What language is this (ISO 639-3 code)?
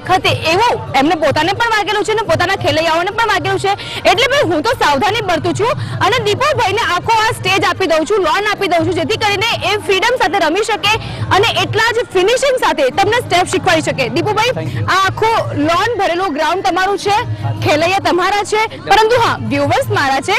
guj